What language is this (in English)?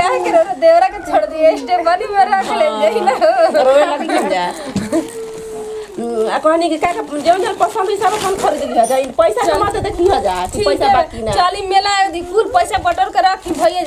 Bhojpuri